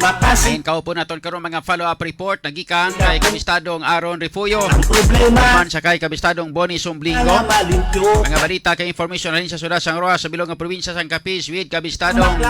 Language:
Hiligaynon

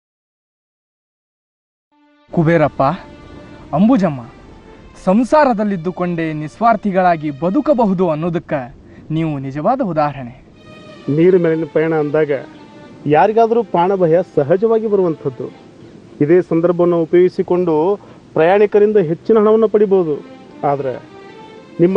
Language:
Kannada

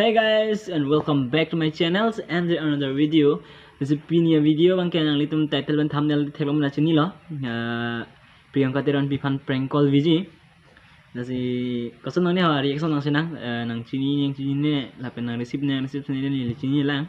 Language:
Karbi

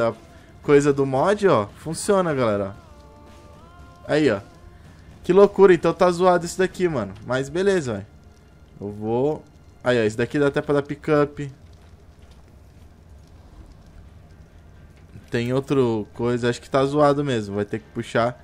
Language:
Portuguese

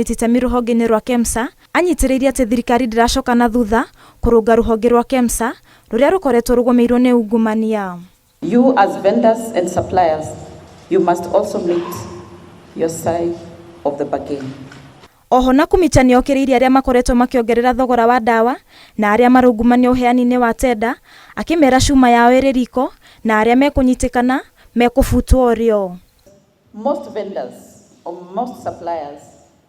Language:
Kikuyu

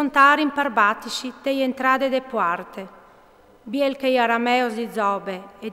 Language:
Friulian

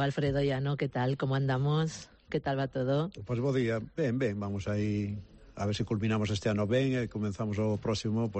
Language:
Galician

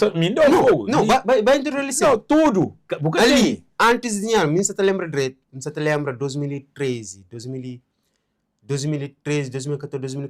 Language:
Kabuverdianu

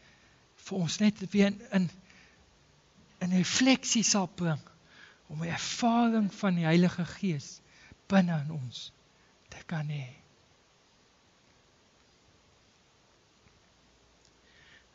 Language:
Afrikaans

